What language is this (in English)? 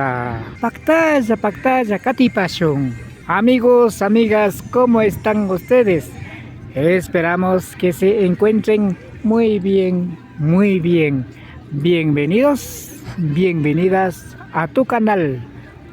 Imbabura Highland Quichua